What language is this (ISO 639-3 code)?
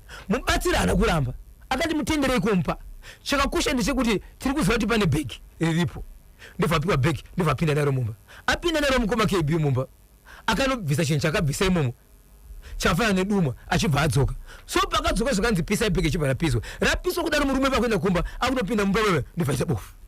sna